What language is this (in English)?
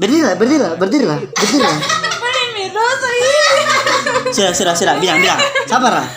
Ambonese Malay